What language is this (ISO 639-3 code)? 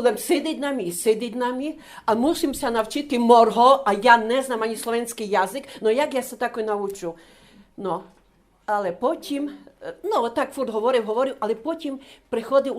rue